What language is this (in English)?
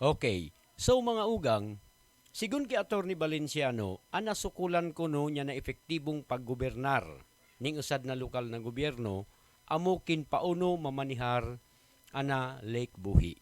Buhi'non Bikol